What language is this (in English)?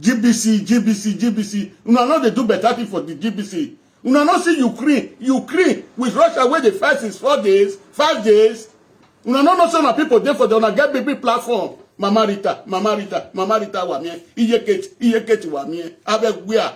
Nigerian Pidgin